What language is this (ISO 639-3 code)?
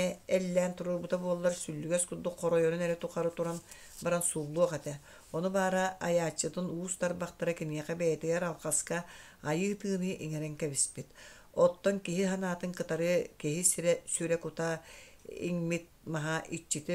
sah